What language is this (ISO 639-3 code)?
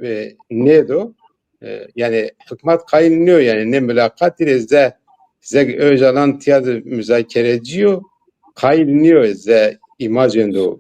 zza